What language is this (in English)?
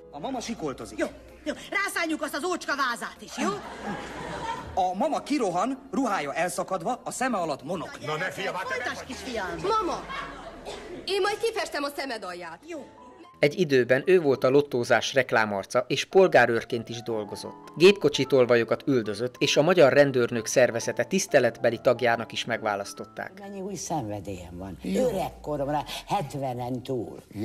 Hungarian